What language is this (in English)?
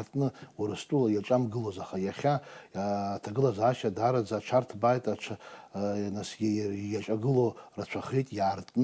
Abkhazian